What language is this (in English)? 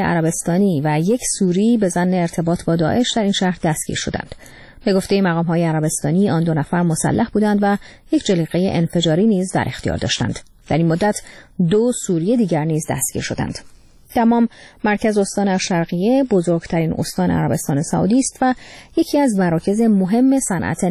Persian